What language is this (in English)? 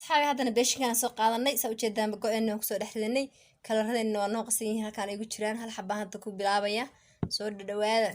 Somali